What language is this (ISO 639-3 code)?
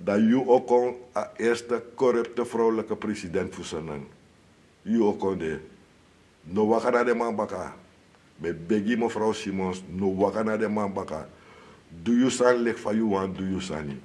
srn